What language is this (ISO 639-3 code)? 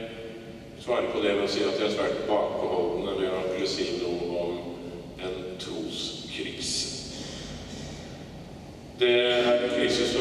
nor